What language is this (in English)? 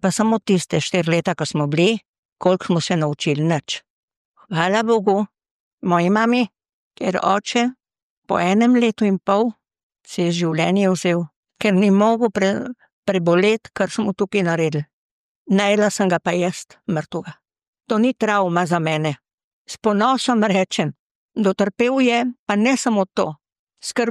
Slovenian